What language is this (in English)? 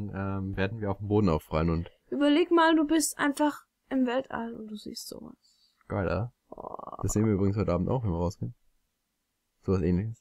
German